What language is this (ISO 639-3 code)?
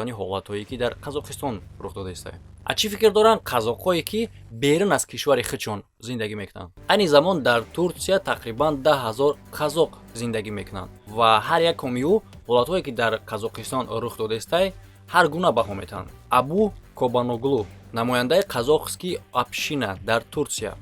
tgk